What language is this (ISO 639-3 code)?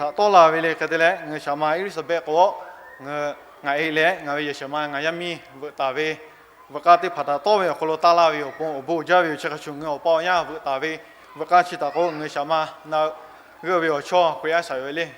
lhu